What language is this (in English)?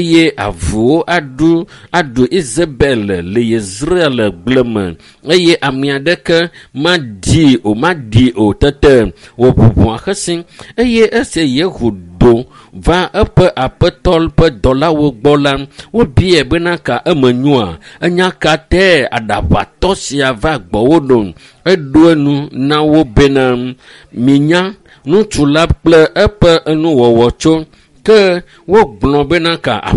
Ewe